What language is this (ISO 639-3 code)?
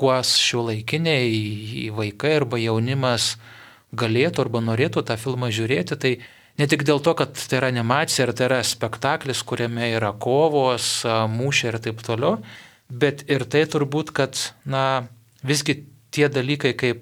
lit